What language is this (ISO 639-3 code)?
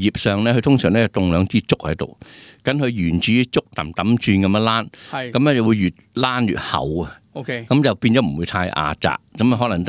yue